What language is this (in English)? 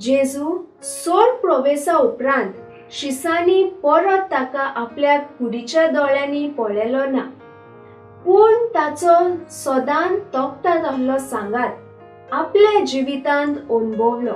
Konkani